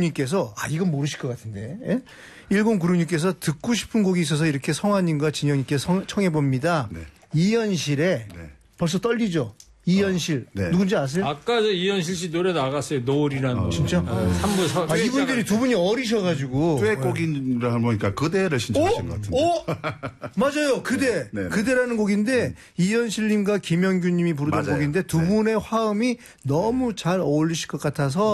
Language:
Korean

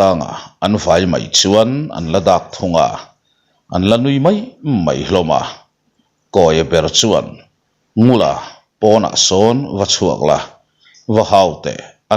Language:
Mizo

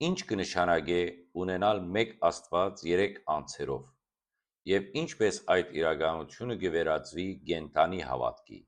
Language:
Western Armenian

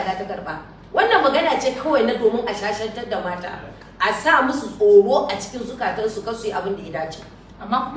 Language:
Hausa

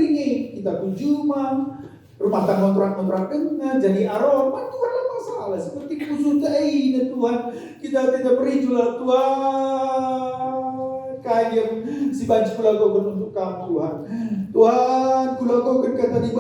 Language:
Batak Karo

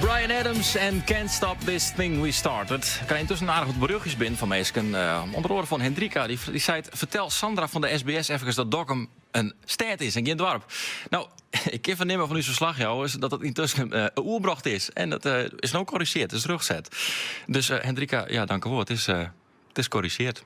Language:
Western Frisian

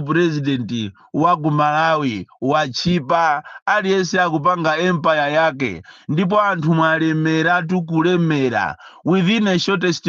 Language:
Nyanja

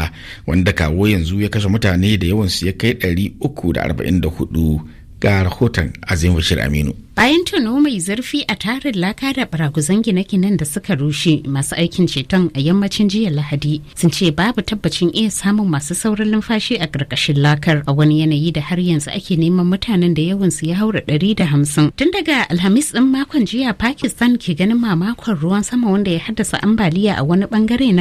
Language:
Hausa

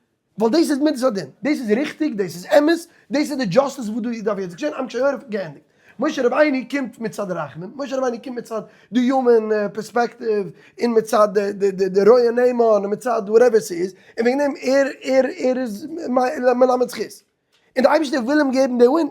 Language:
Yiddish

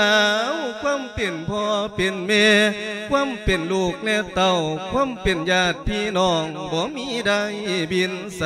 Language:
Lao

